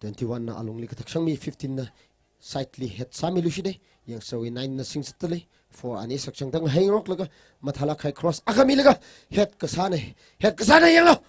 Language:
Tangkhul Naga (India)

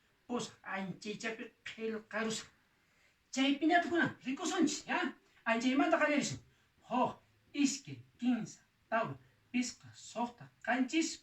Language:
Quechua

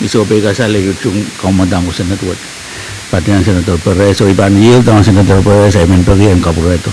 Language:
Pohnpeian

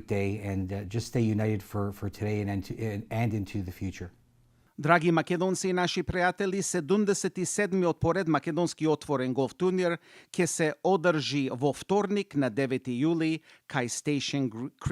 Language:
English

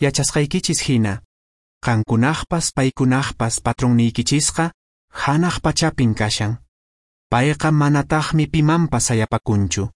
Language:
Quechua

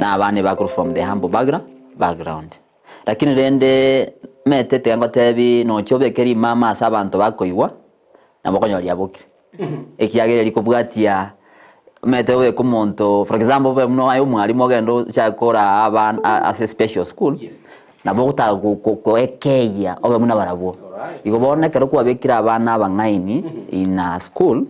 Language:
Gusii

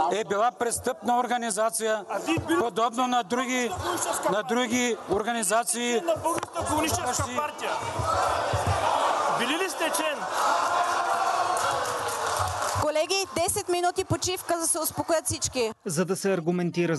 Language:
Bulgarian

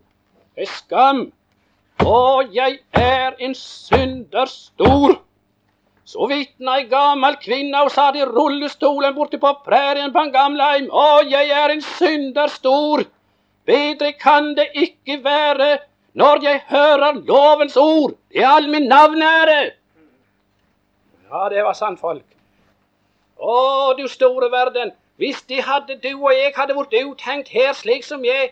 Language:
Norwegian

